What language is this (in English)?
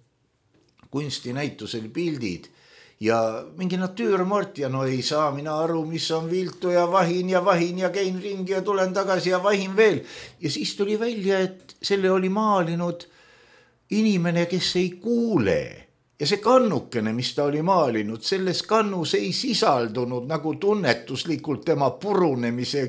Estonian